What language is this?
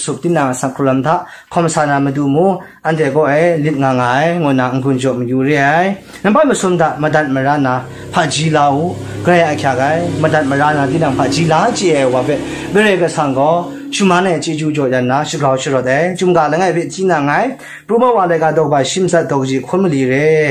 Kachin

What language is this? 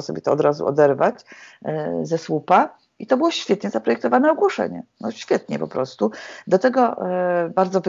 Polish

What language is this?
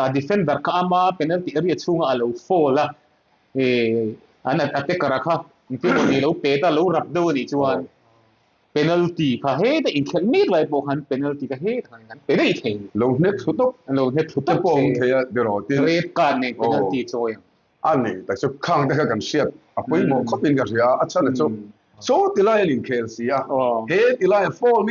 Mizo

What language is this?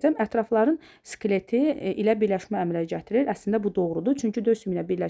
Azerbaijani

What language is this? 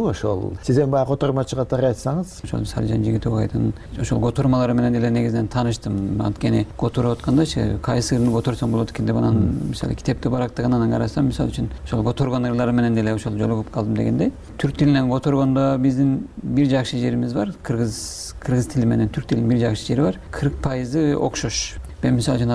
Kyrgyz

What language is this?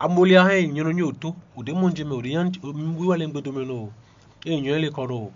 Fon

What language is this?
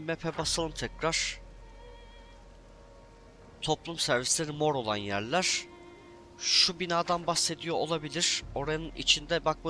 Turkish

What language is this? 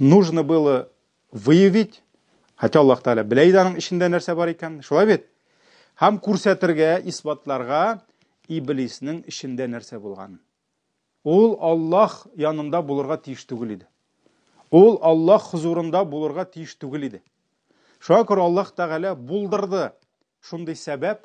Tatar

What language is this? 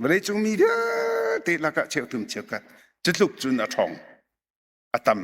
Hakha Chin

